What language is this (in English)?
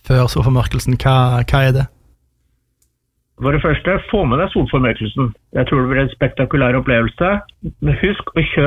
Norwegian